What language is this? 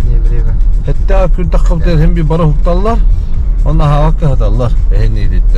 Yakut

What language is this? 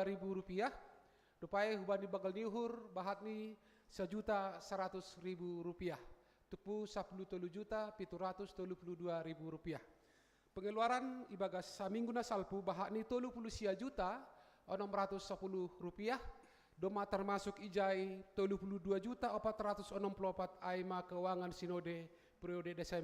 Batak Simalungun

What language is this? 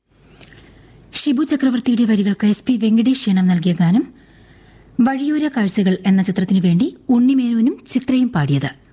Malayalam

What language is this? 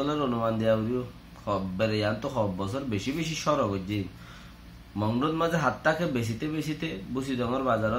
Rohingya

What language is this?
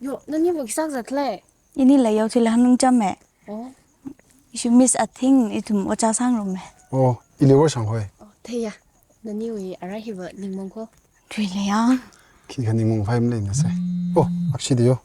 Tangkhul Naga (India)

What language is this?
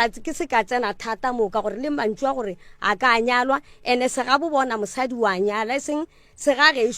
Northern Sotho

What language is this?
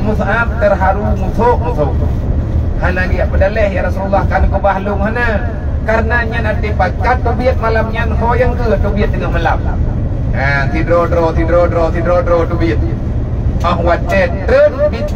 Achinese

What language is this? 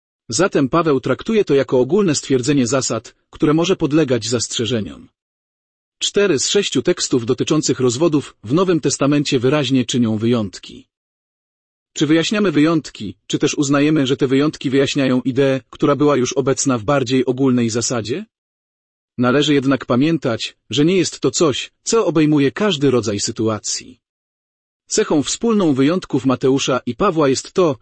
Polish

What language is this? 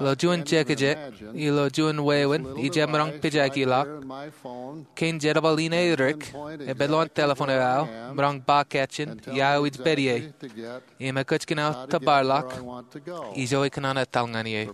Marshallese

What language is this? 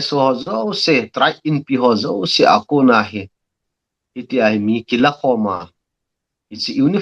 Thado Chin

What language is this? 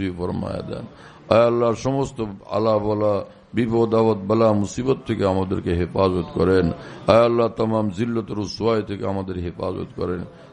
Bangla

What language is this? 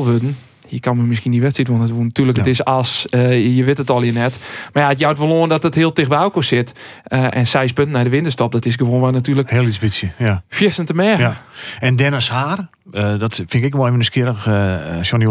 Western Frisian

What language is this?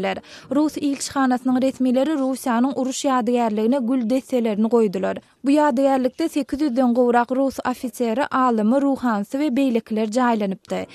Turkmen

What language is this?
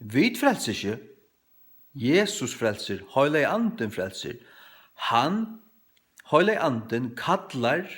Faroese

